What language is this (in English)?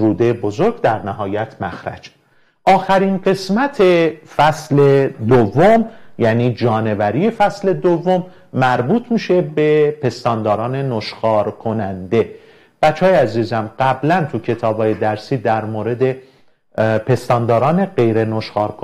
Persian